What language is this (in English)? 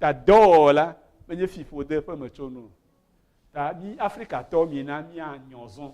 Ewe